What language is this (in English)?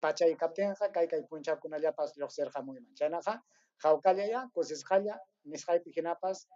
Ayacucho Quechua